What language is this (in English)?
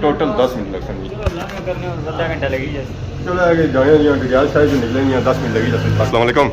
Pahari-Potwari